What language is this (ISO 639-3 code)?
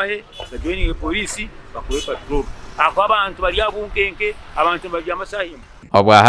nyn